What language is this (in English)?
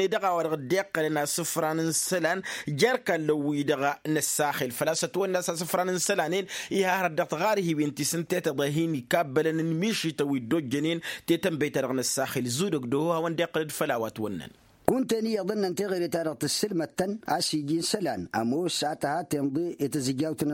Tamasheq